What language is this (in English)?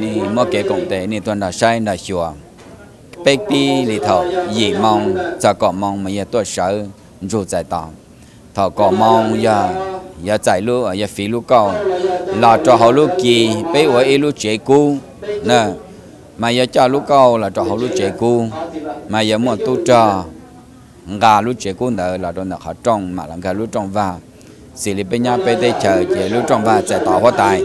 Hmong